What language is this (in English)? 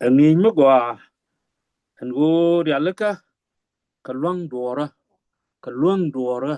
Nuer